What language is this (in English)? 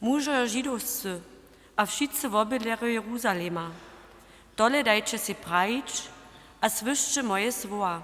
Upper Sorbian